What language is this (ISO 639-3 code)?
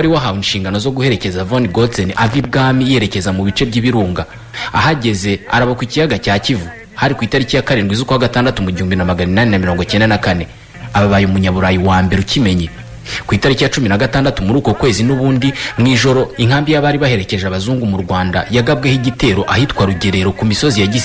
kin